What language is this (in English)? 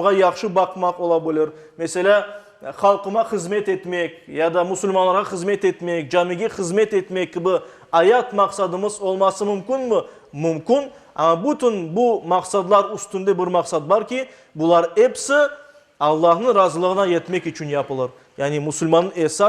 Crimean Tatar